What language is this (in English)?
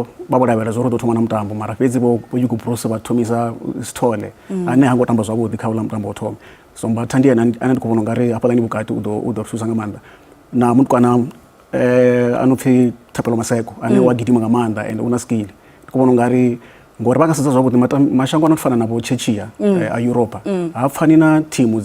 Venda